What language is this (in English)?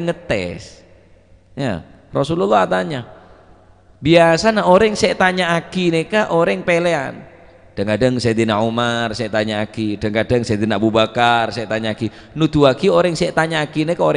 Madurese